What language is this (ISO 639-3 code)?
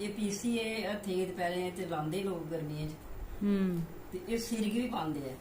doi